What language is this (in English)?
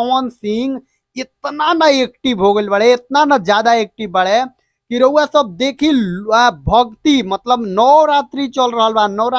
Bhojpuri